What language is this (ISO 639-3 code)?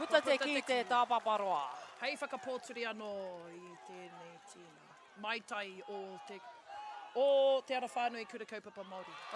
mri